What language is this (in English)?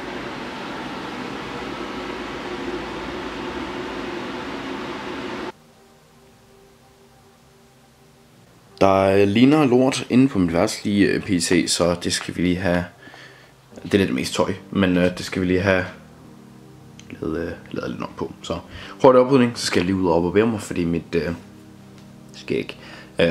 Danish